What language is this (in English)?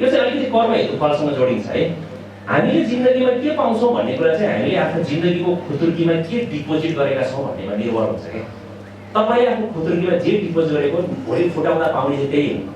Nepali